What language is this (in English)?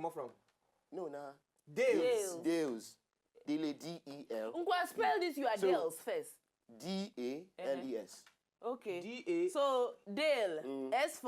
Nigerian Pidgin